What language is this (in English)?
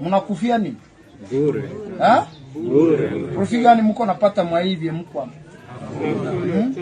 Ganda